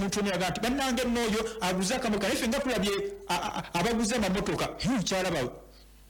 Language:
Ganda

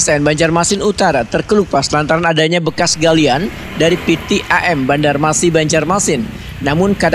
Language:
Banjar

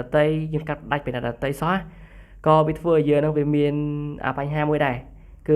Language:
Khmer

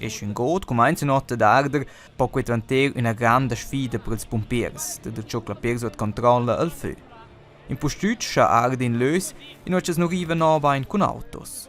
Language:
Romansh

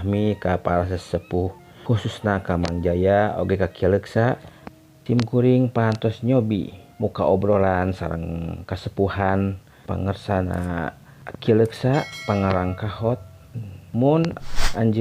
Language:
Sundanese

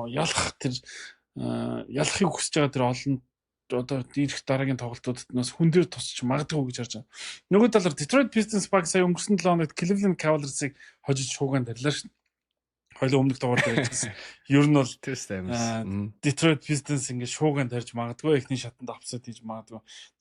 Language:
Mongolian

